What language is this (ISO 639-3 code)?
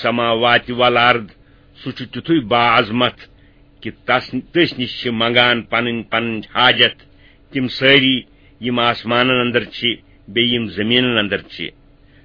kas